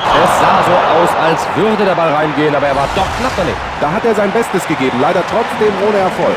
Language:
Bavarian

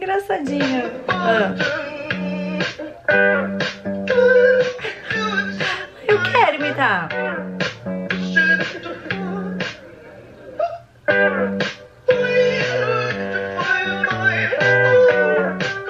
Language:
Portuguese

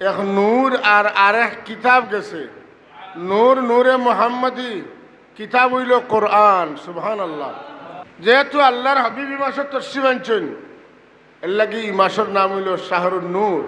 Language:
Sylheti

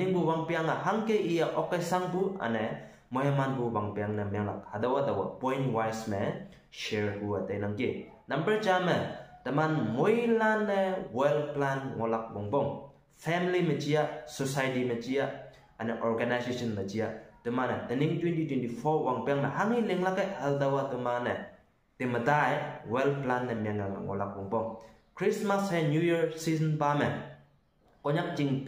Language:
Konyak Naga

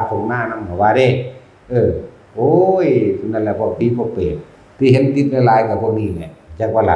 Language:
Northeastern Thai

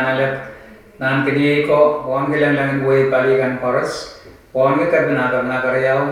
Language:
Pohnpeian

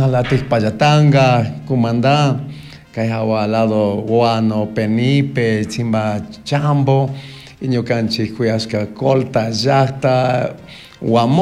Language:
Chimborazo Highland Quichua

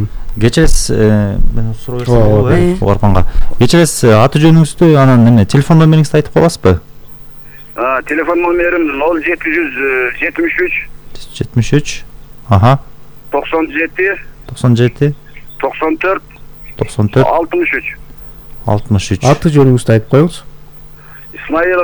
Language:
Kyrgyz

